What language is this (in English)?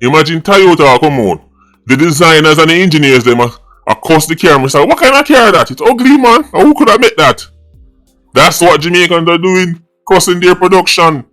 Jamaican Creole English